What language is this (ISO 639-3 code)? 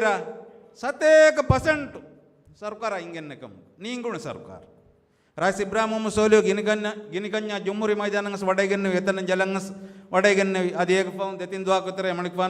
div